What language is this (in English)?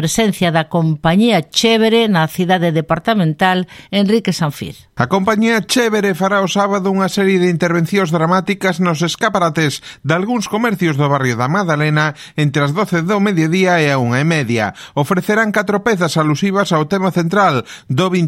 Galician